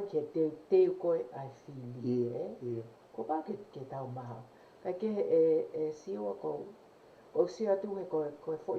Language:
Tongan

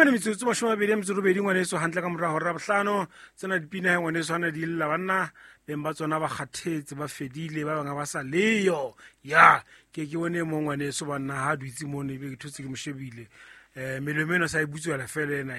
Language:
Southern Sotho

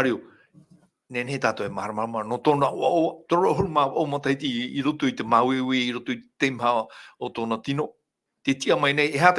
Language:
Tahitian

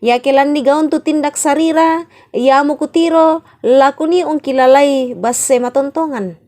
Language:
Toraja-Sa'dan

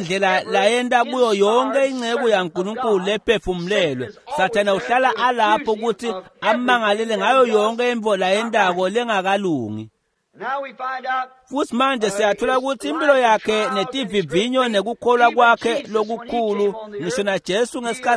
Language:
Swati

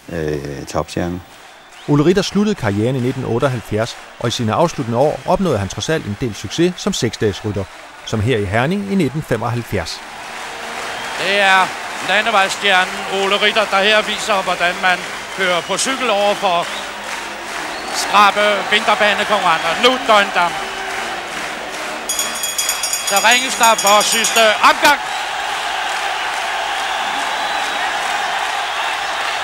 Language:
Danish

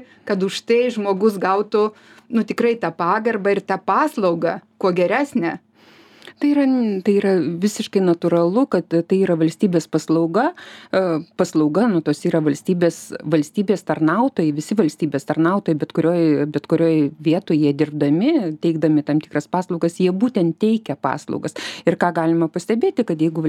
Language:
Lithuanian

